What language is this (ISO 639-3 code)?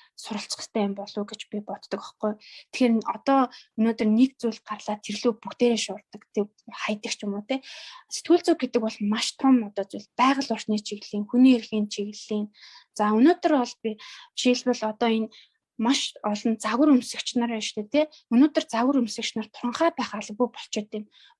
mon